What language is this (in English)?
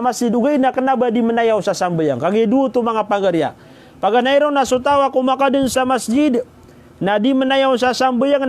Maranao